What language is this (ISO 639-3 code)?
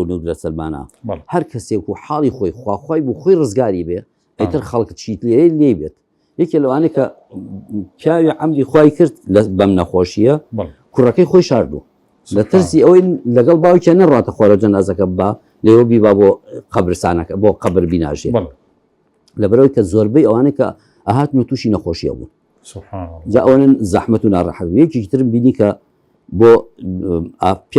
ckb